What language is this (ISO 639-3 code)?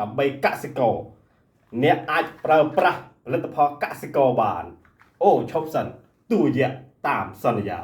khm